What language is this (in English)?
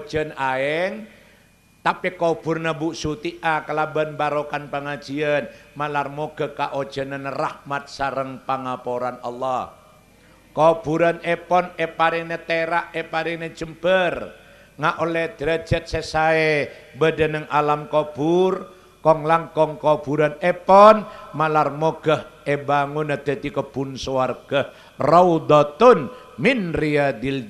Madurese